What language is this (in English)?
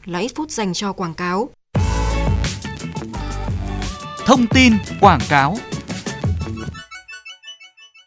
Vietnamese